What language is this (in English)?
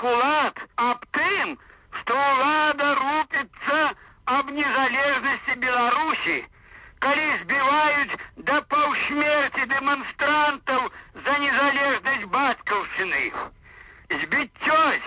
Belarusian